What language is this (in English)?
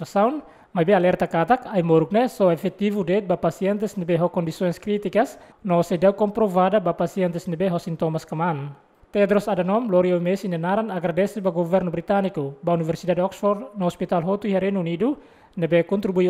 Tetum